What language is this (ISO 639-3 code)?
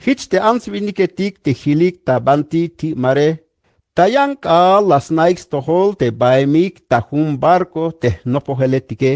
tzh